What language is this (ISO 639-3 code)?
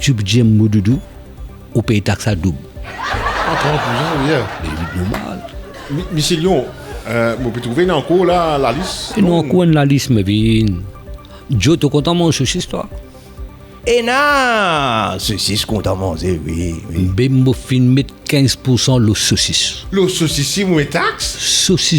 mfe